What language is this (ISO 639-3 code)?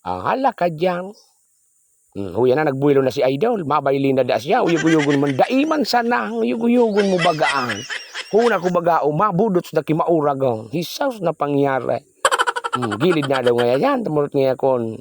bik